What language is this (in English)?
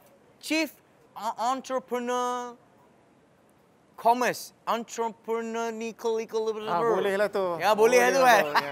Malay